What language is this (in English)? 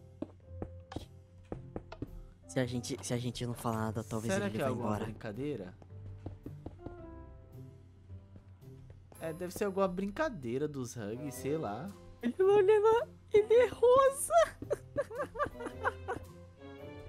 Portuguese